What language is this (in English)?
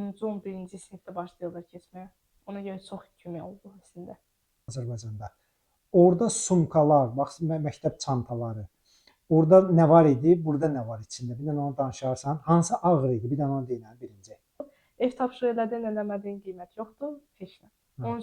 Azerbaijani